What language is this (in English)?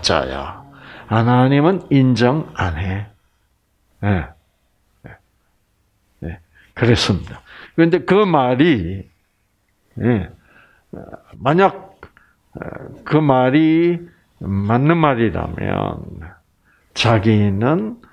Korean